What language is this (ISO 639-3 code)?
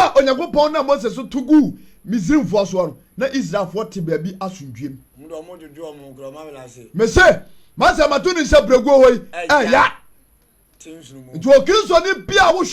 aka